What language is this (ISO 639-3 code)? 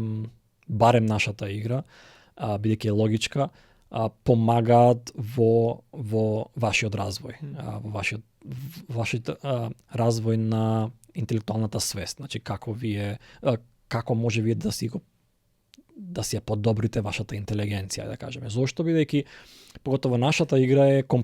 mkd